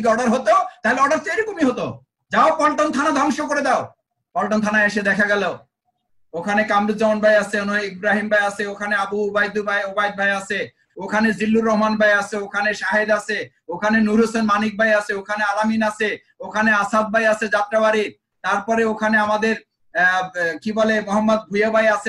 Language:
Bangla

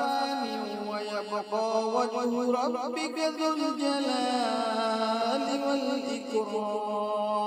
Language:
Arabic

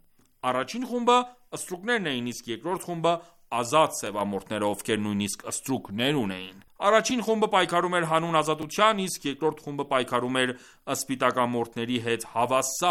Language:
Armenian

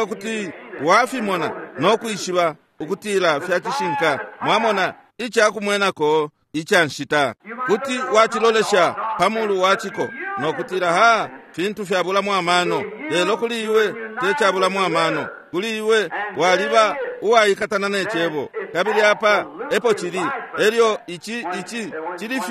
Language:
Bemba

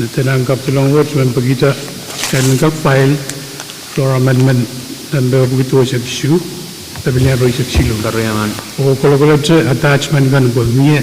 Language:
Pohnpeian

